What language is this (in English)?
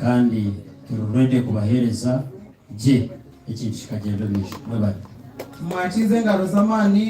Nyankole